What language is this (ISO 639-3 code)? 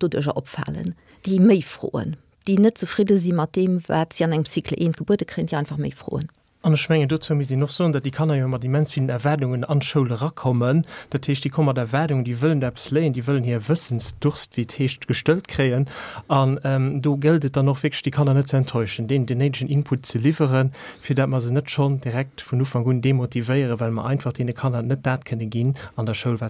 ltz